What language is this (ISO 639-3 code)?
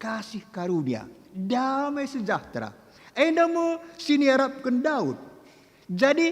btx